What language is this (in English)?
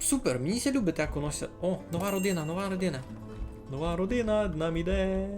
Rusyn